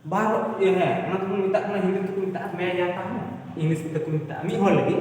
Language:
Santali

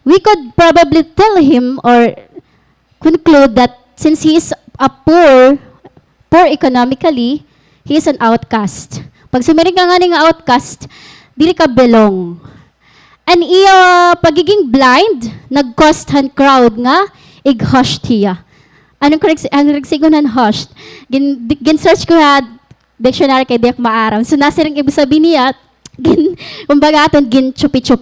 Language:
Waray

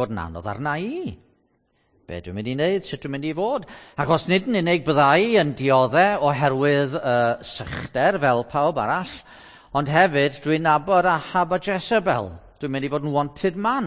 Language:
Welsh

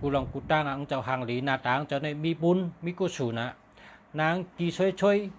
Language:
Shan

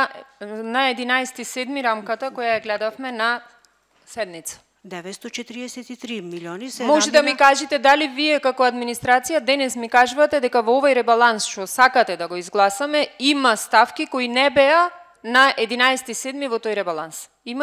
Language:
Macedonian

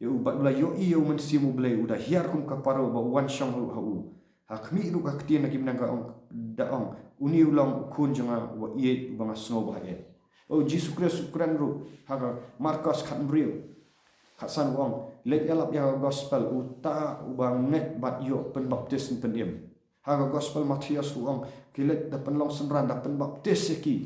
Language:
Khasi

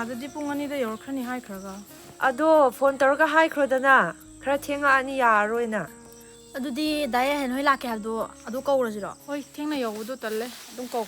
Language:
Manipuri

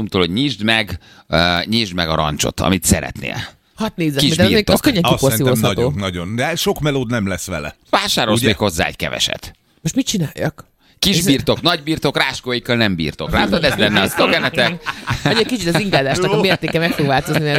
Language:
Hungarian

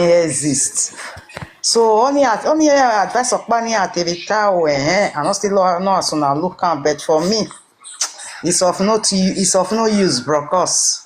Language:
Nigerian Pidgin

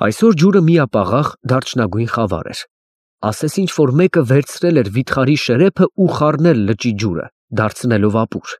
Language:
Armenian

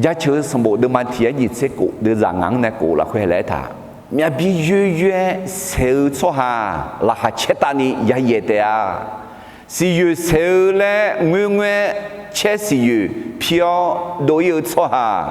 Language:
Akha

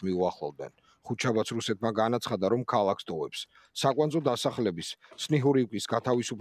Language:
Georgian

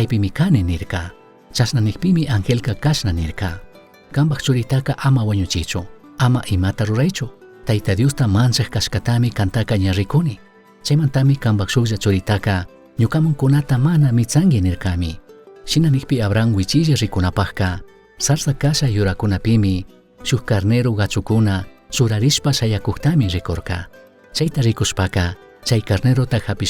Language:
Chimborazo Highland Quichua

